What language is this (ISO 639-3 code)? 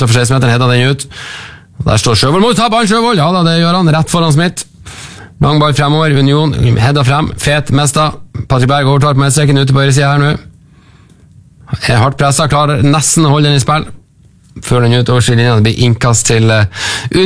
nor